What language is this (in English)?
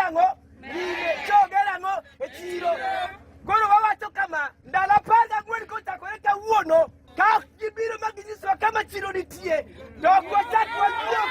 Luo (Kenya and Tanzania)